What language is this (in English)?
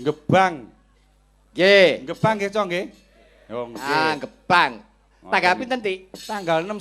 Javanese